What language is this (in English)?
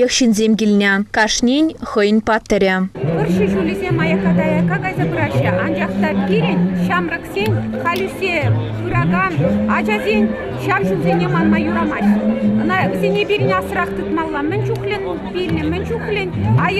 Chuvash